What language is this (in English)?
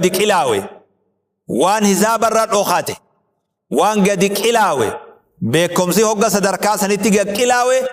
Oromo